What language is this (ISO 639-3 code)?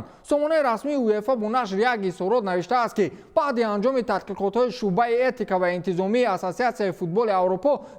tgk